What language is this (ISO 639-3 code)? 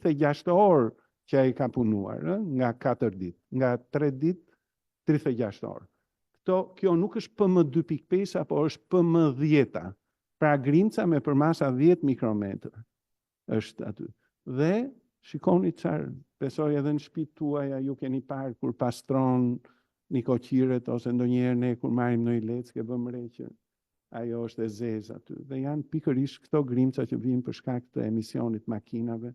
sqi